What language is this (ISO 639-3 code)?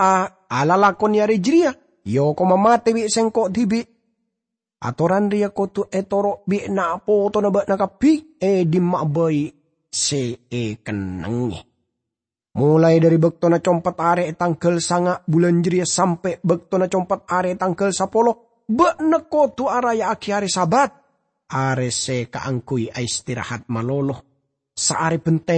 mad